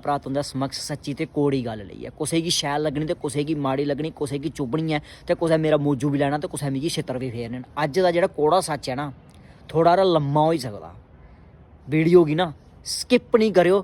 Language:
Dogri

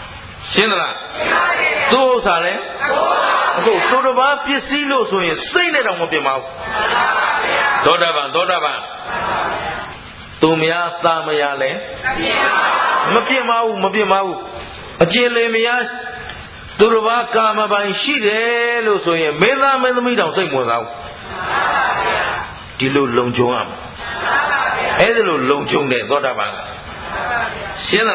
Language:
Burmese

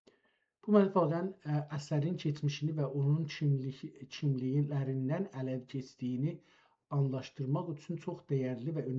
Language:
South Azerbaijani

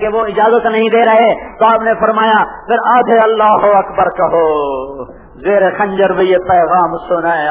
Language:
Urdu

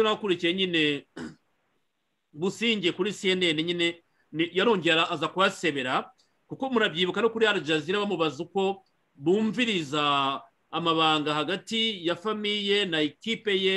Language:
Kinyarwanda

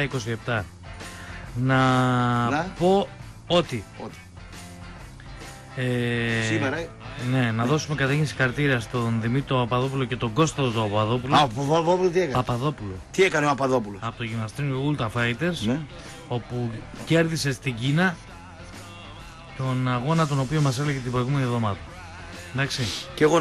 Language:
Greek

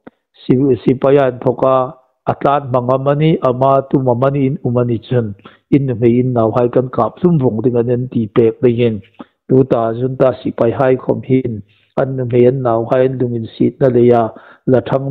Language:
Hmar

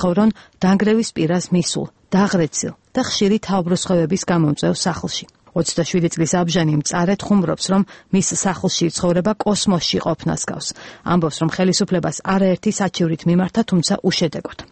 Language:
Georgian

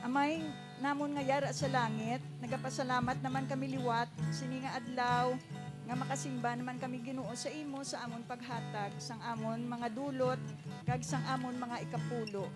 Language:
Hiligaynon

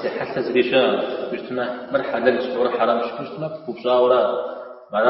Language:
Kabardian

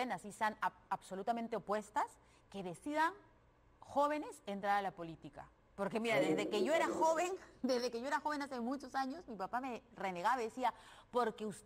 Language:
Spanish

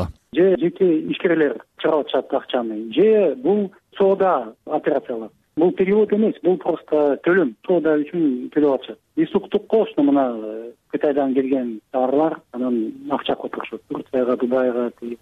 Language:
Kyrgyz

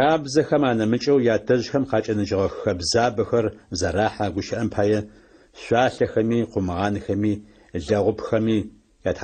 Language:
Adyghe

